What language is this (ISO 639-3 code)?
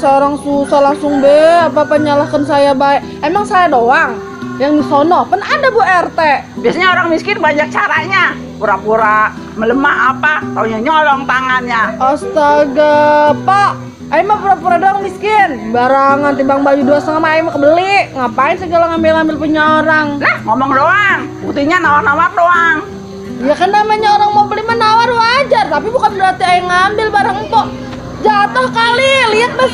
bew